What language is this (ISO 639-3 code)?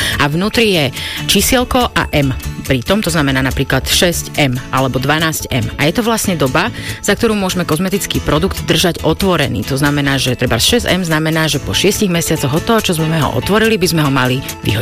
slk